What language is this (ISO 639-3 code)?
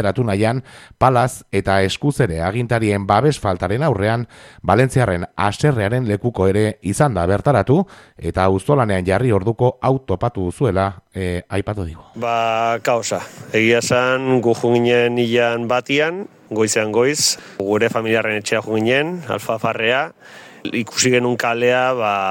eus